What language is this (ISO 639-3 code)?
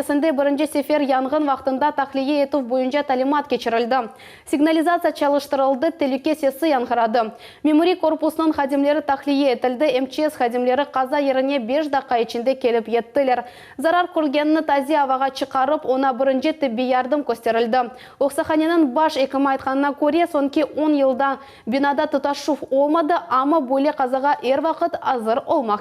crh